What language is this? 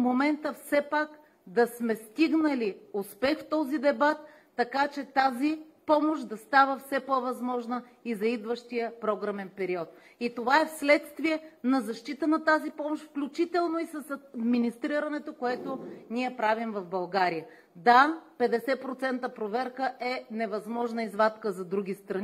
Bulgarian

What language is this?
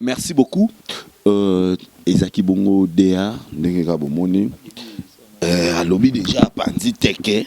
Lingala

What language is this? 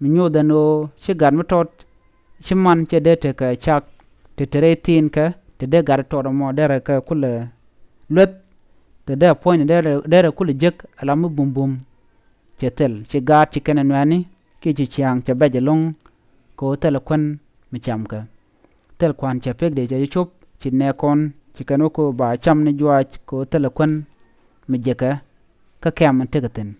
Nuer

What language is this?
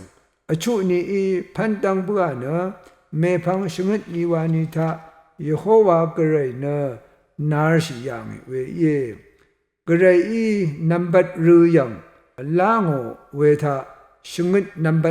Rawang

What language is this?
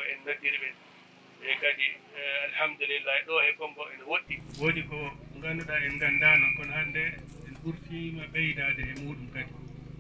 Fula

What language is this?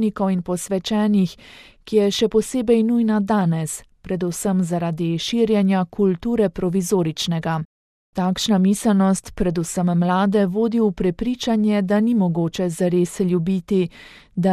Slovenian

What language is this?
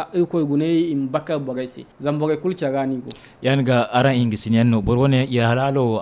Zarma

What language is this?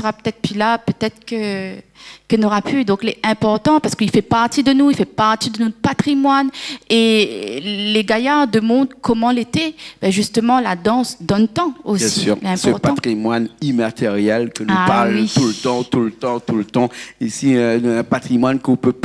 Réunion Creole French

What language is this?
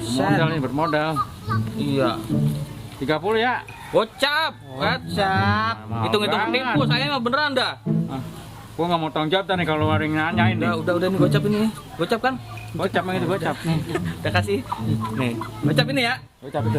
Betawi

